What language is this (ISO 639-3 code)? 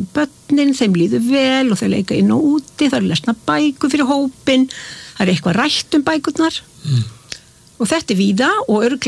isl